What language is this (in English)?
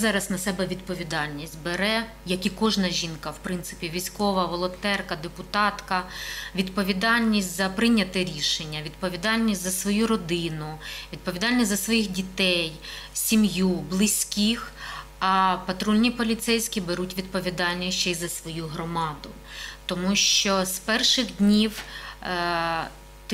Ukrainian